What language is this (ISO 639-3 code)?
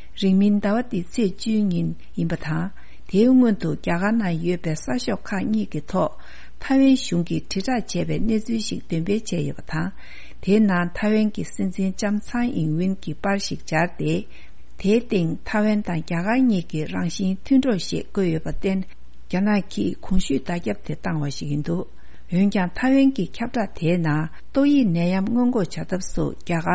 bod